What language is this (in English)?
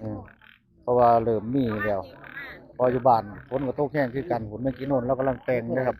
Northeastern Thai